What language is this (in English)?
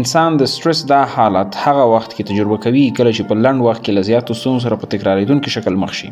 Pashto